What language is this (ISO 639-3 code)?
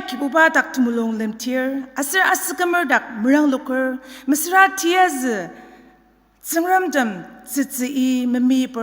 njo